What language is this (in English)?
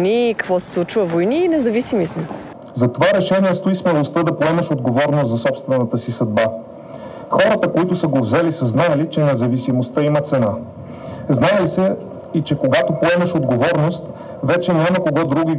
Bulgarian